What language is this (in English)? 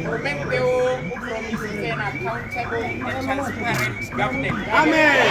Tswana